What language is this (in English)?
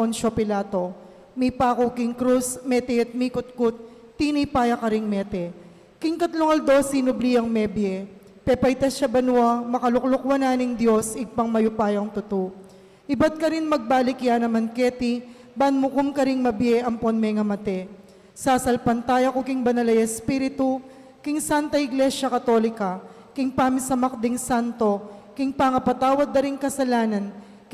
Pampanga